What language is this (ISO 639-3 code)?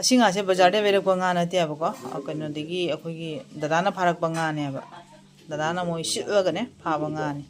mni